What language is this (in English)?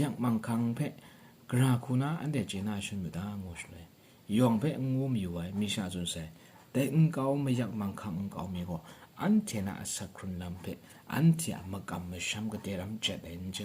Kachin